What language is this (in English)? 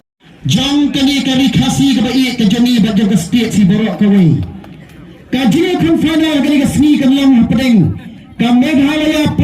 Khasi